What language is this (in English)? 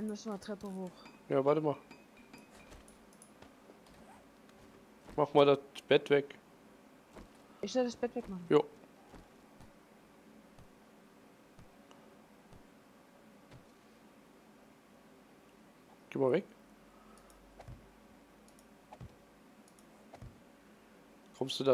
German